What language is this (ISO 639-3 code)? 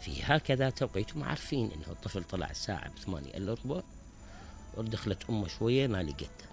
acm